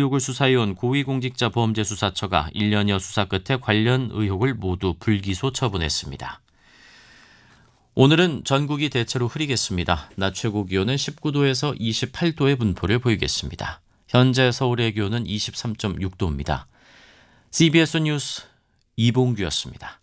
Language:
Korean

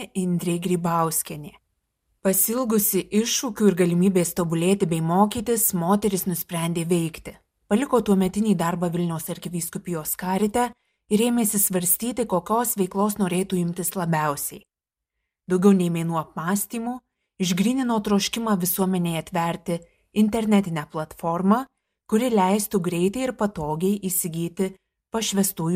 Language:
Lithuanian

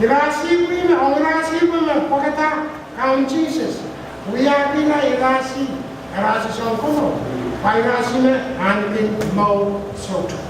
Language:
Pohnpeian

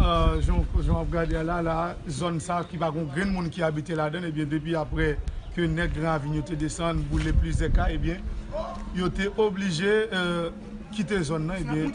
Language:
Haitian Creole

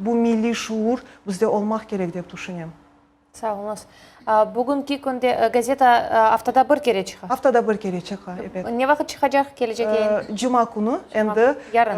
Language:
Crimean Tatar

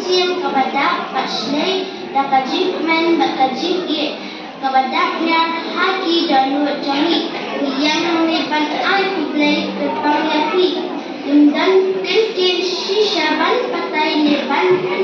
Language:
Khasi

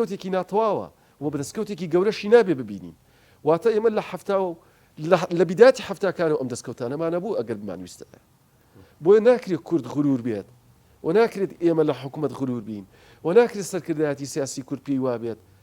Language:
Central Kurdish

